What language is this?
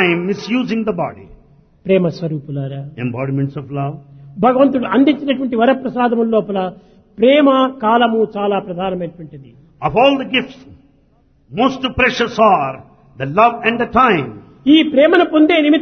Telugu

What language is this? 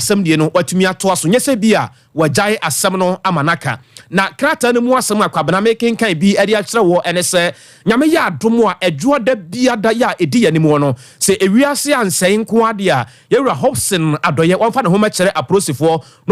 Akan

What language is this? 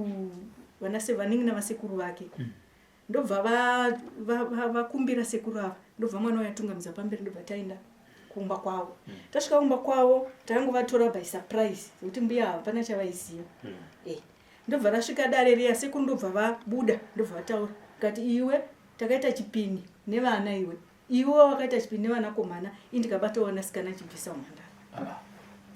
Shona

